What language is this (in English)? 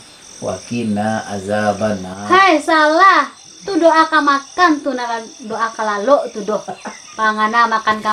Minangkabau